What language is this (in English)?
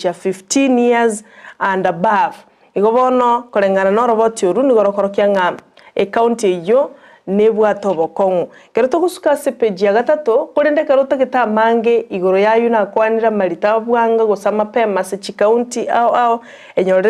Gusii